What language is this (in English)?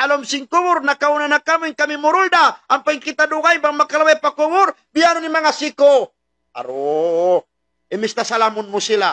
Tausug